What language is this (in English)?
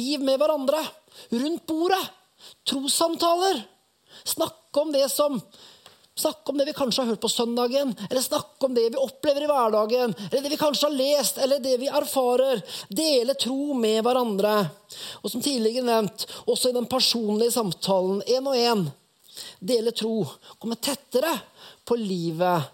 Norwegian